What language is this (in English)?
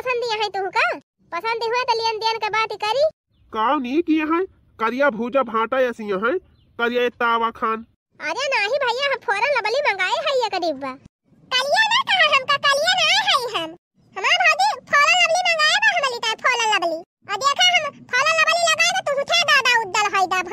Bhojpuri